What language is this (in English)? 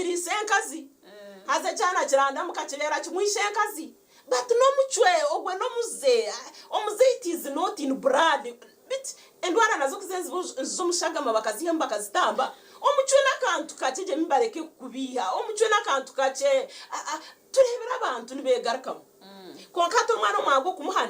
Nyankole